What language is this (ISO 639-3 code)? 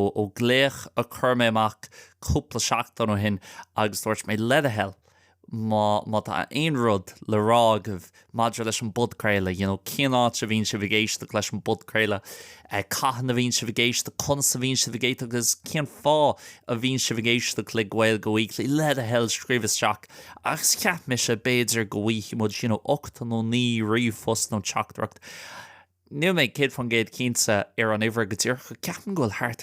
gle